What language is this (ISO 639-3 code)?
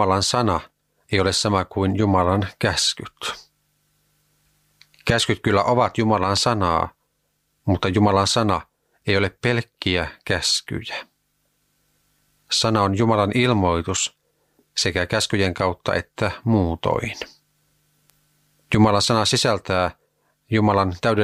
fin